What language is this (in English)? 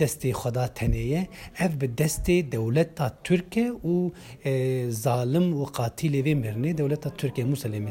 Kurdish